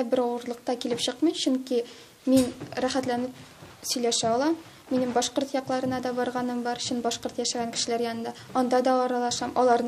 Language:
Tatar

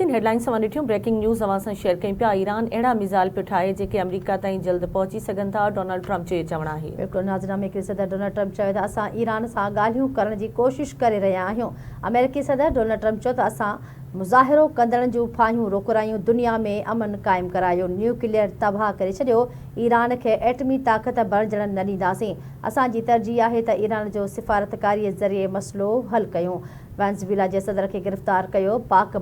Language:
Sindhi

